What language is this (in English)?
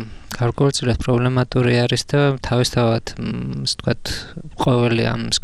Georgian